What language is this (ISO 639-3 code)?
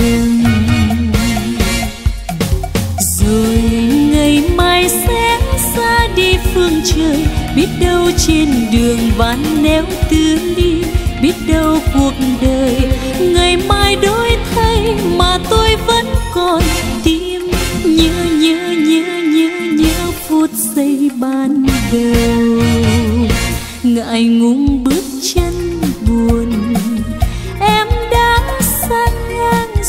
vie